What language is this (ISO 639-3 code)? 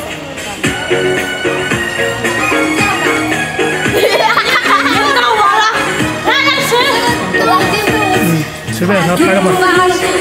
zho